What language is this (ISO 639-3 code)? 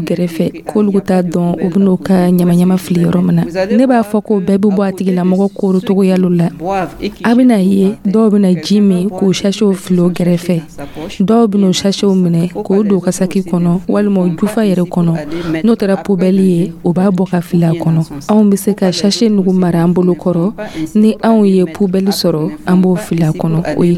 dyu